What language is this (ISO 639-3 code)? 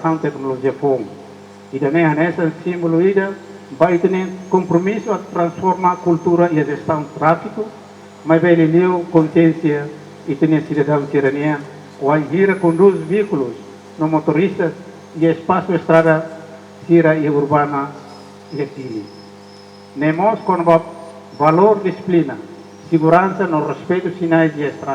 tet